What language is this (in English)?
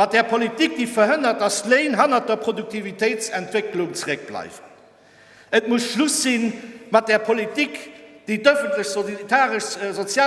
Luxembourgish